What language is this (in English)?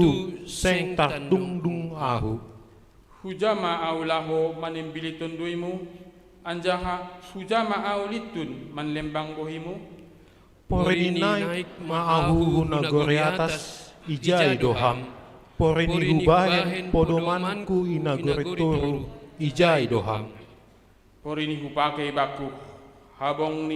Batak Simalungun